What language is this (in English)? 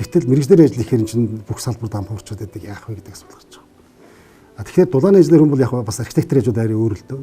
Mongolian